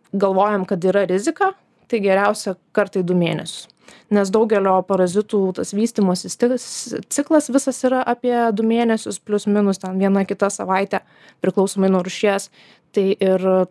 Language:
Lithuanian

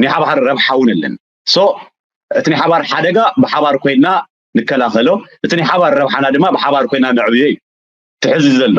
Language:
Tigrinya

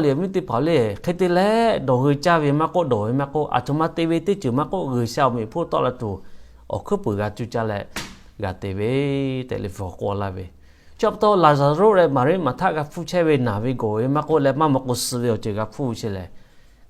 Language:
Lahu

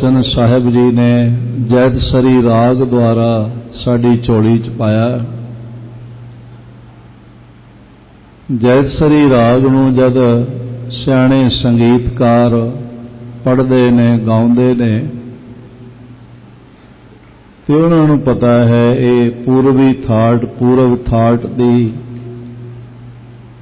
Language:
Punjabi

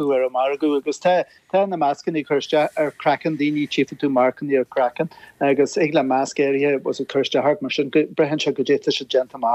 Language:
Irish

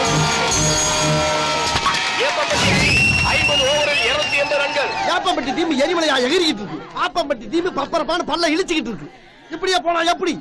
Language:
Tamil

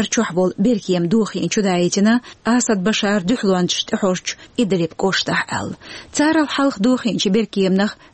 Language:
Chechen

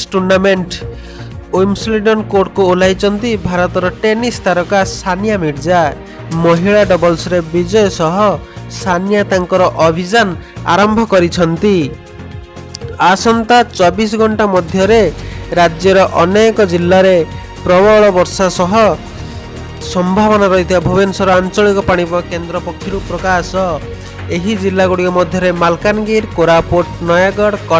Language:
Odia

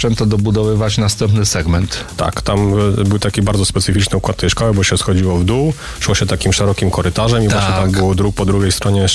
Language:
Polish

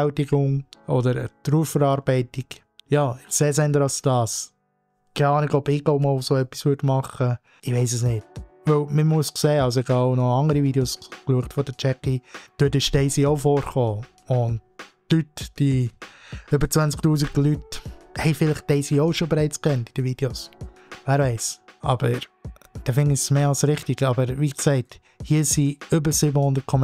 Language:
Swiss German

